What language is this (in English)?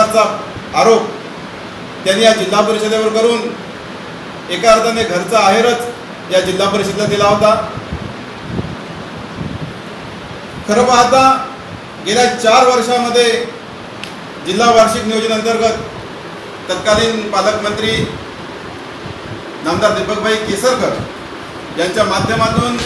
Marathi